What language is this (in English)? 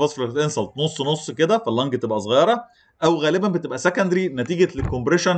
Egyptian Arabic